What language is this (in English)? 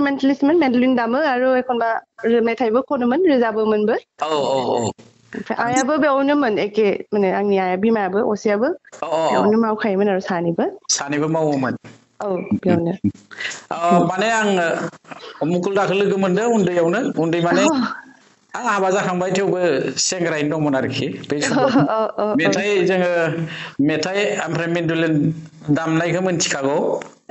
Bodo